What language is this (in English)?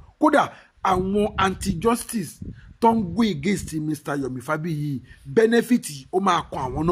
Yoruba